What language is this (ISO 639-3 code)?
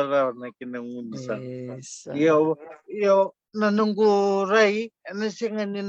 fij